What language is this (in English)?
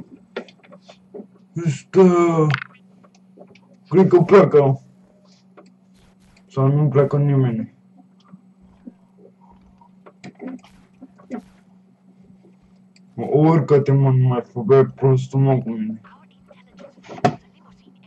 Romanian